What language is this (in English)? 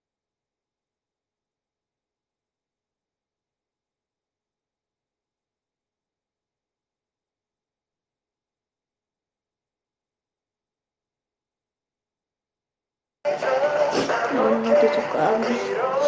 Indonesian